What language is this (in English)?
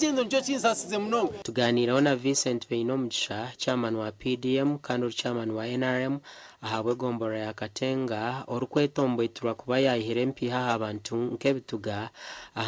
Nyankole